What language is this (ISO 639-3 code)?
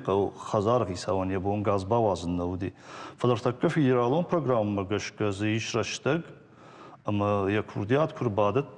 oss